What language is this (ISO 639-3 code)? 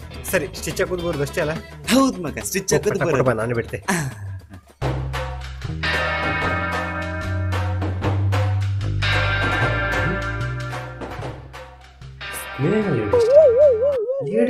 kan